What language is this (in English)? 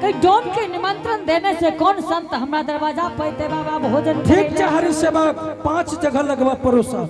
Angika